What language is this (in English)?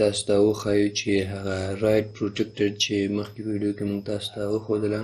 Pashto